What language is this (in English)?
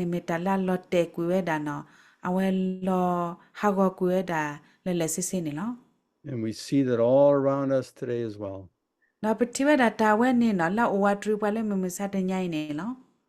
S'gaw Karen